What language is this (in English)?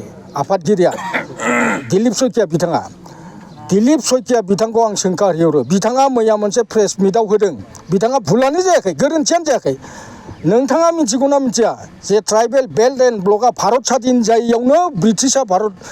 Bodo